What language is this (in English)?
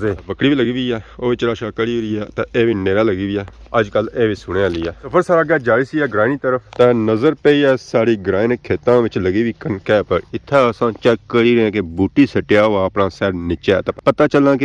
Pahari-Potwari